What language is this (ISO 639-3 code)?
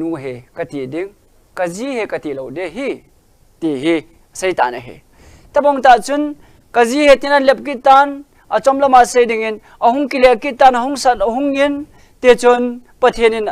tcz